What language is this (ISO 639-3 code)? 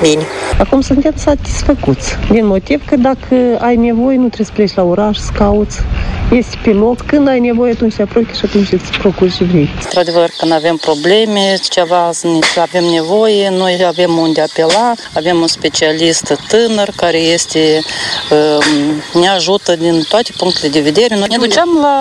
ron